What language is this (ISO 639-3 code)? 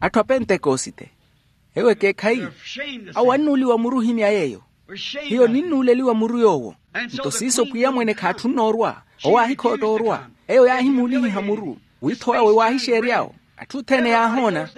vmw